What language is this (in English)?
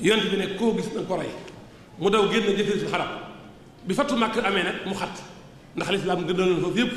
Wolof